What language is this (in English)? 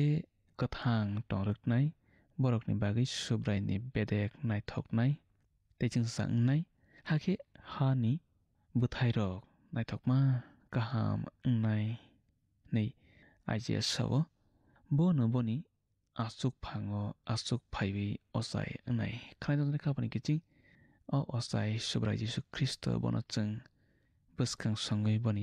Kok Borok